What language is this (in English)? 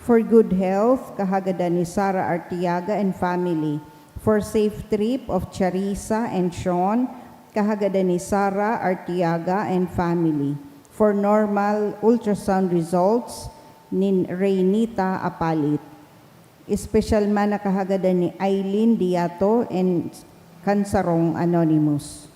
Bikol